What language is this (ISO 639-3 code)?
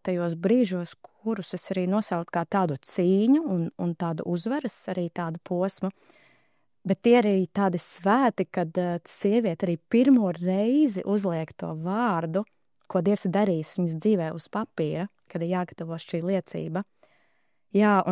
lav